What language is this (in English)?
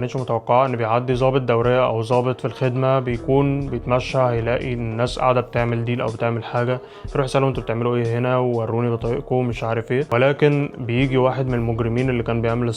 Egyptian Arabic